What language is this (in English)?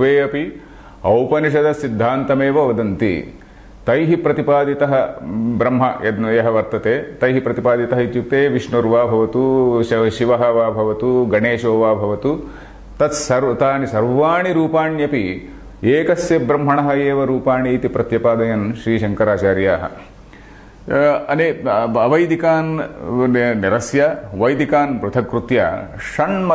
Sanskrit